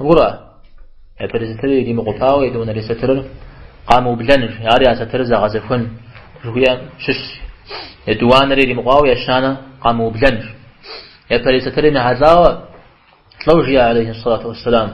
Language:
Kabardian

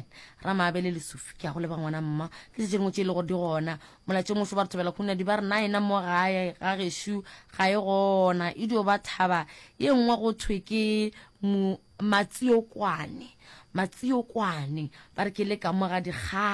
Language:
Northern Sotho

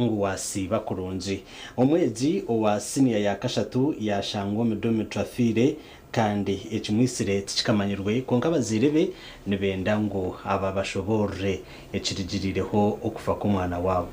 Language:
Nyankole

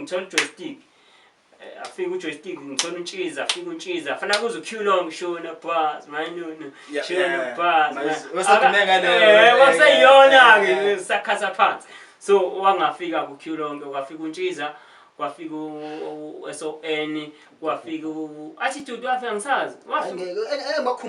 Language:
Zulu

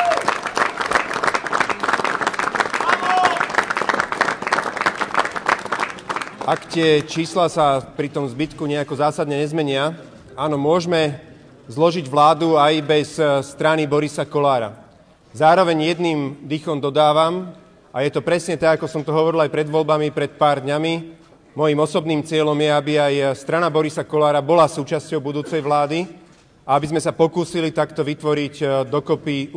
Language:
Slovak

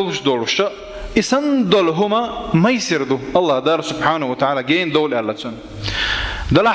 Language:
Chechen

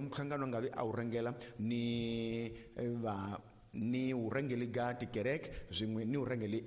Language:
Tsonga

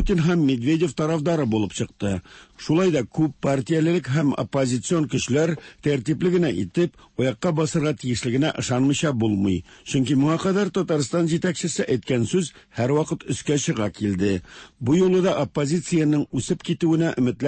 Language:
Tatar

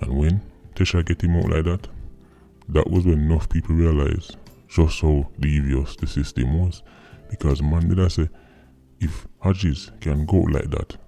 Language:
Jamaican Creole English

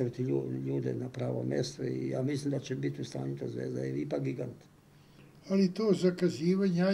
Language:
Serbian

